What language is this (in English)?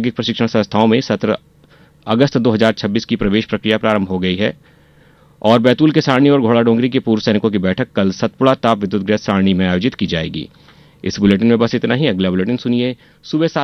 Hindi